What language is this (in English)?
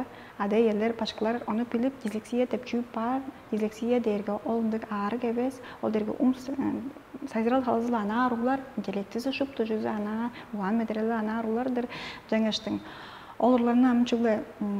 Tuvinian